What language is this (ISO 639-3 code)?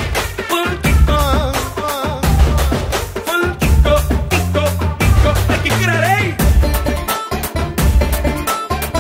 tel